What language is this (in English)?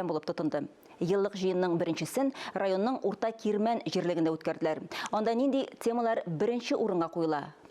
Tatar